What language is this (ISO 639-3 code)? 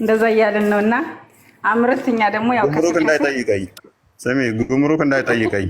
amh